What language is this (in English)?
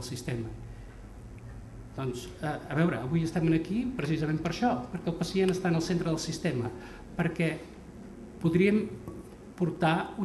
Catalan